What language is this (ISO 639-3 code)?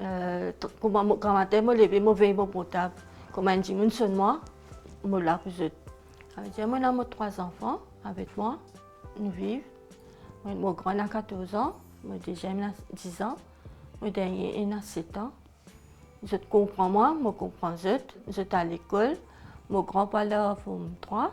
mfe